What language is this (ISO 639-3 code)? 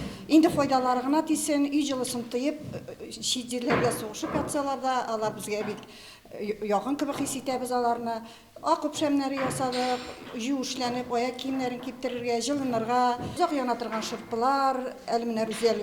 tat